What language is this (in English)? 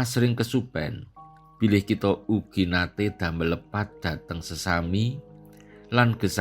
Javanese